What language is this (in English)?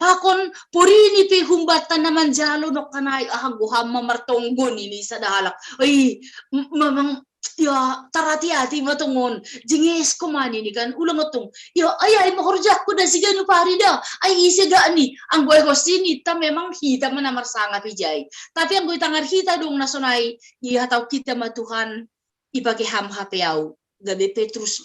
Batak Simalungun